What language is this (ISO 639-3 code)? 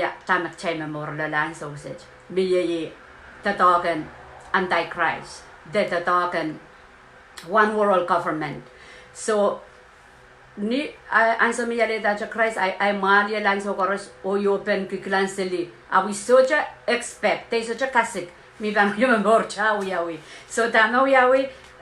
pon